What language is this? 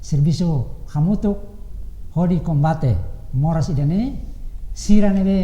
Tetum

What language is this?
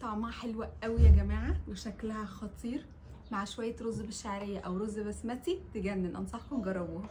Egyptian Arabic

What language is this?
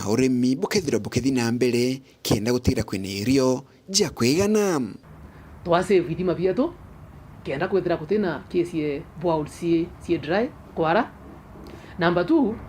Meru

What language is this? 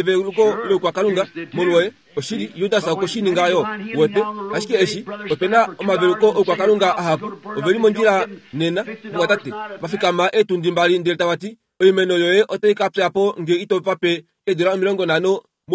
Kuanyama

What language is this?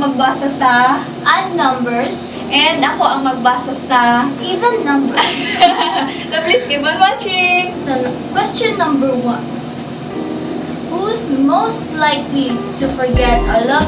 Cebuano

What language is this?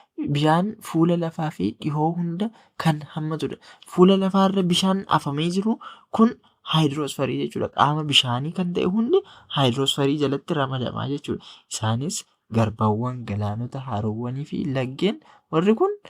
Oromo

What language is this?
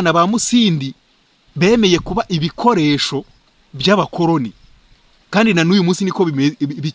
Kinyarwanda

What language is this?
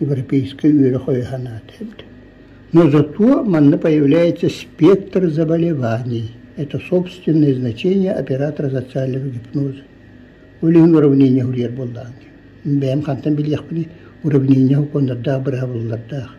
Yakut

